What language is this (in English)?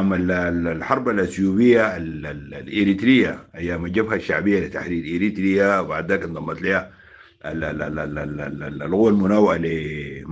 Sudanese Arabic